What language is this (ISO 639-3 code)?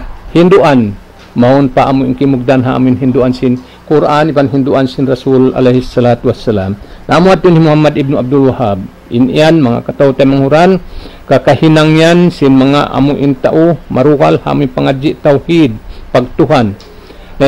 tsg